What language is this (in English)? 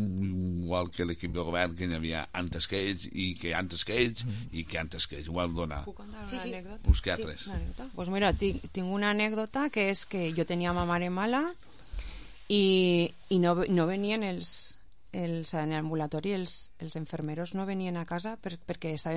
Catalan